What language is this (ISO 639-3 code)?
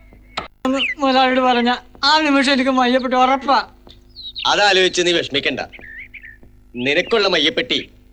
mal